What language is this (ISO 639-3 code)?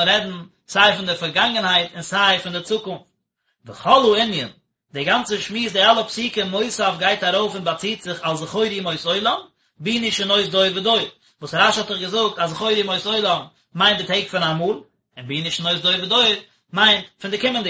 yid